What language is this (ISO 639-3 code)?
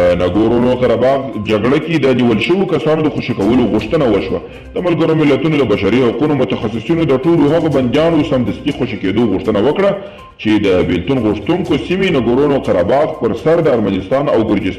pus